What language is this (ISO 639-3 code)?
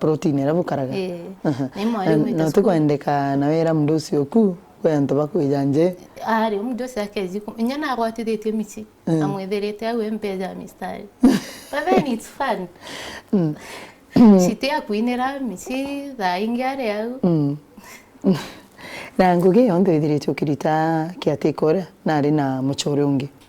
mer